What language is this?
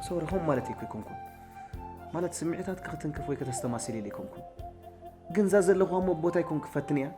Tigrinya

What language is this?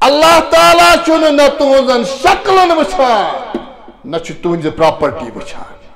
Kashmiri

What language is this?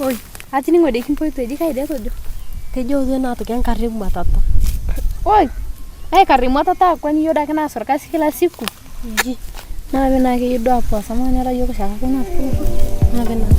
Masai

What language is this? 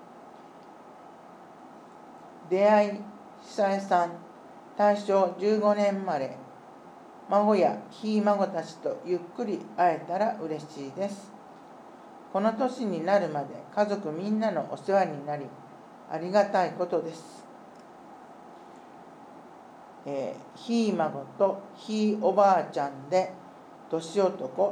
Japanese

